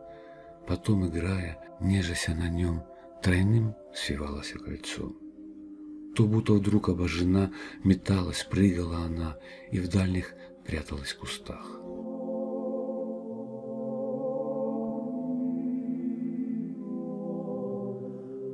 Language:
Russian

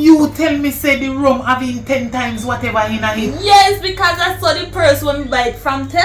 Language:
Jamaican Creole English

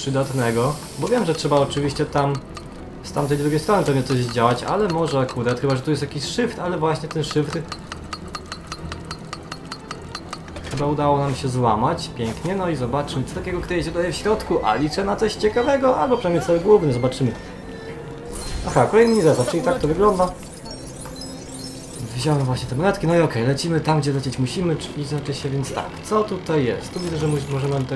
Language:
Polish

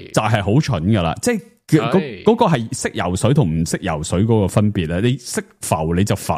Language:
Cantonese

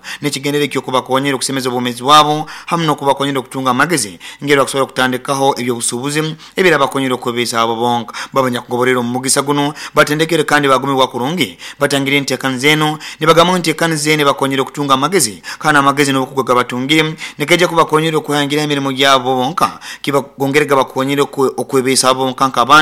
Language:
Nyoro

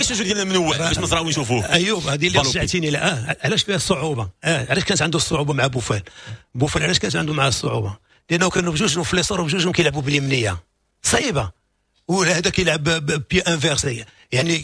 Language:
Moroccan Arabic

